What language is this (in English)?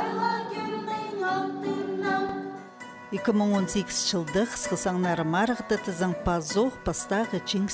Khakas